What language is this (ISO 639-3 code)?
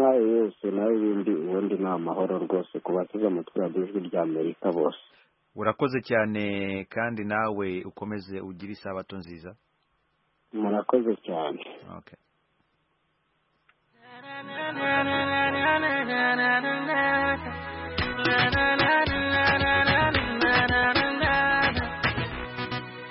kin